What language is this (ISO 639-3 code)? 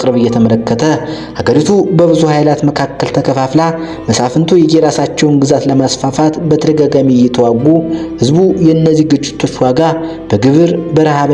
amh